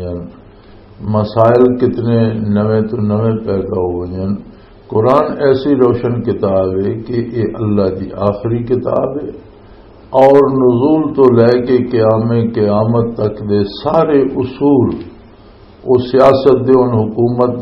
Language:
Western Panjabi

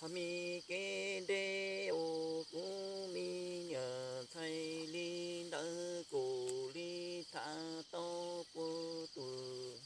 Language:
Hmong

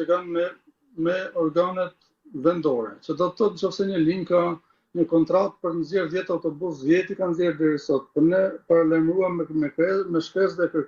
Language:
Albanian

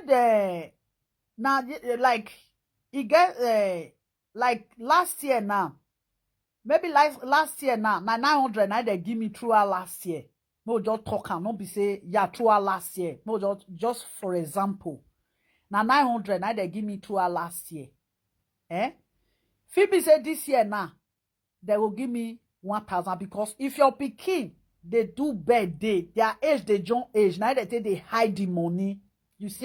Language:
Nigerian Pidgin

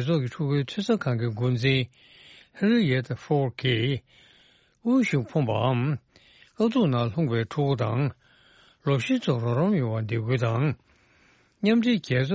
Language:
Tibetan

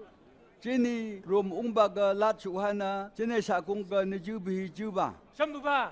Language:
Phom Naga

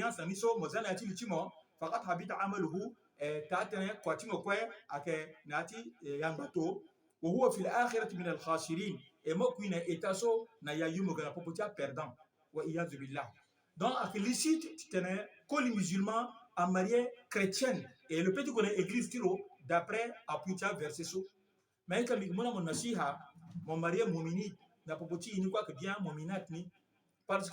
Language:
Sango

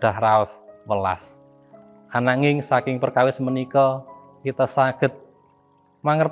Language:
Javanese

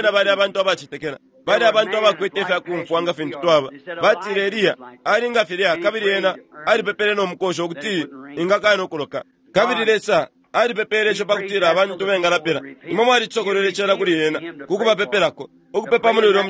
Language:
Bemba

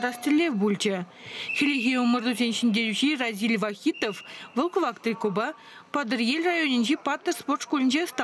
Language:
Chuvash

